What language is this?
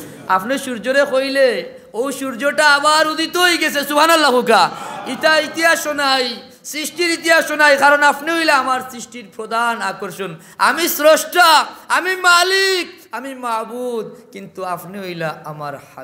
Sylheti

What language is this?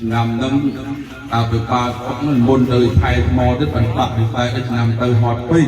Khmer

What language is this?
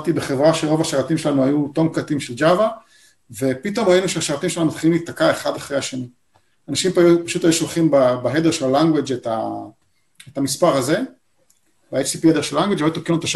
Hebrew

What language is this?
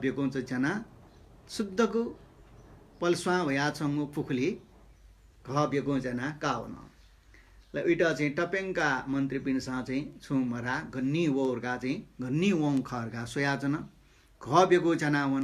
Newari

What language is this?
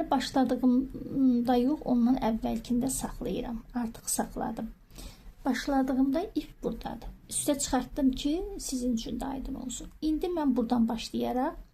Azerbaijani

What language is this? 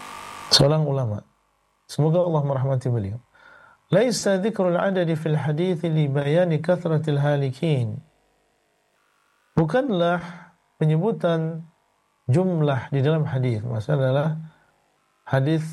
Indonesian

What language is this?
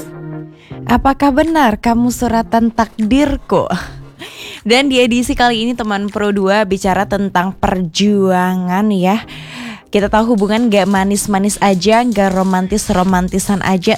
Indonesian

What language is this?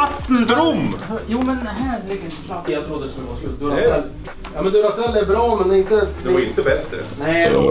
Swedish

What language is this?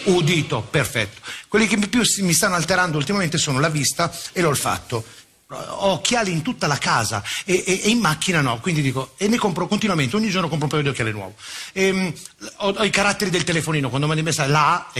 Italian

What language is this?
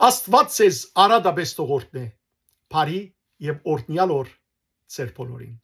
Western Armenian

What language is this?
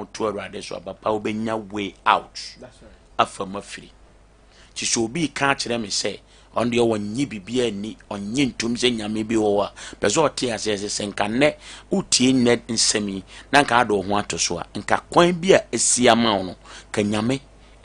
Akan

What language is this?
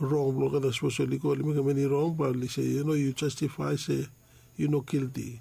Bislama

